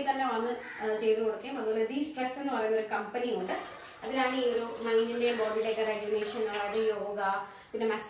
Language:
Malayalam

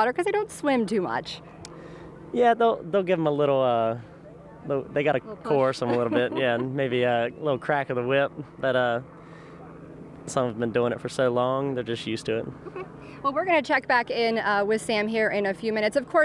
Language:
English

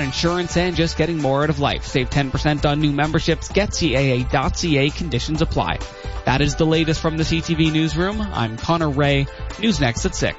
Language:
English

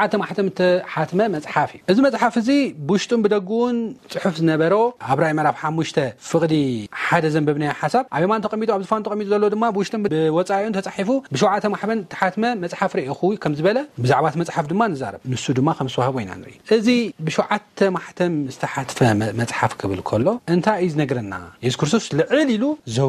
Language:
Tigrinya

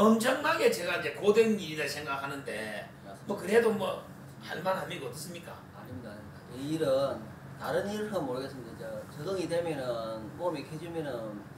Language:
Korean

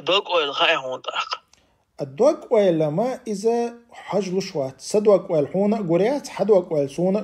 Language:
Chechen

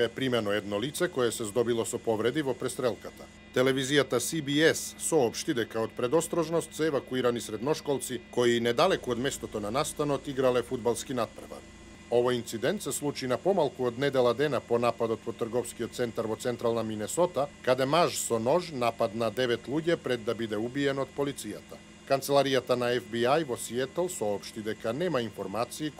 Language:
Macedonian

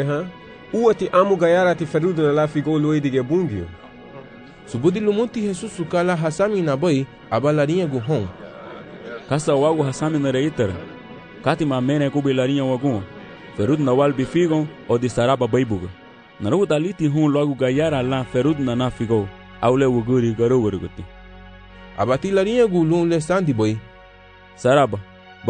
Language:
Garifuna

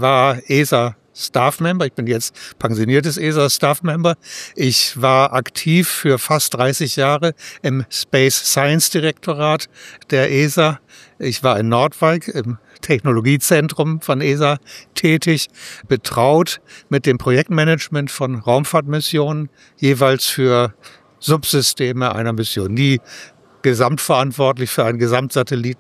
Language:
German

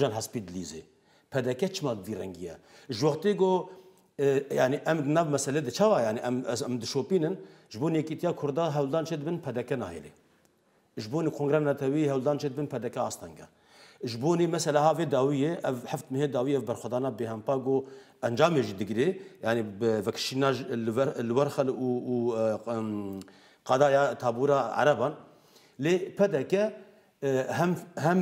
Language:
Kurdish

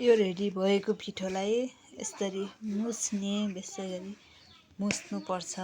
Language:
Nepali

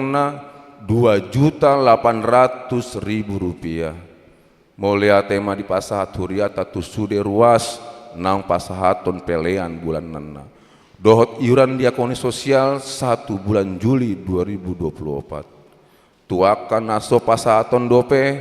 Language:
Batak Toba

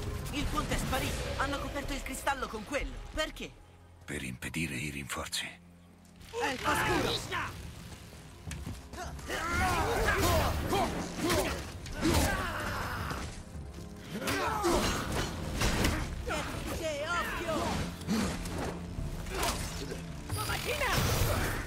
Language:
Italian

